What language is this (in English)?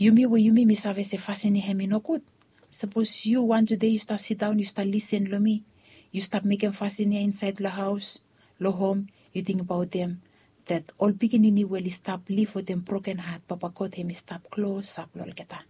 Bislama